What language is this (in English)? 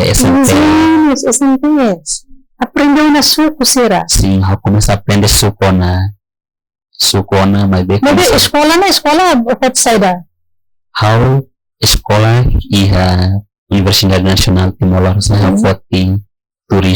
Tetum